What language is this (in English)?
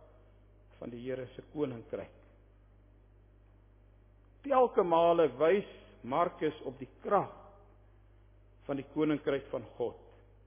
Afrikaans